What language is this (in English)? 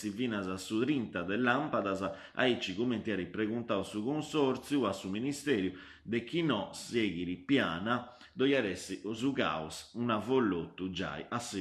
Sardinian